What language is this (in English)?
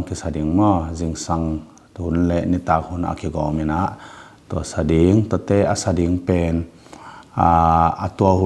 Tedim Chin